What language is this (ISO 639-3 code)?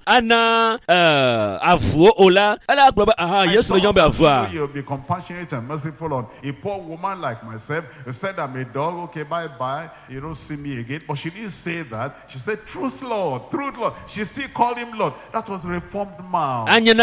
ewe